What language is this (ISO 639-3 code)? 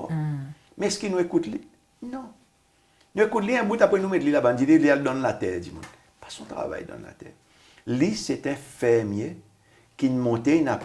crs